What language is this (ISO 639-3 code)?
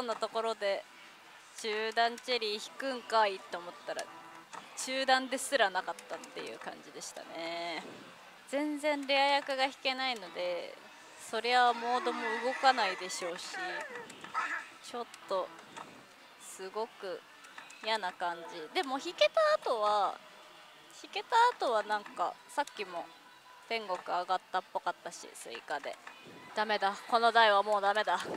jpn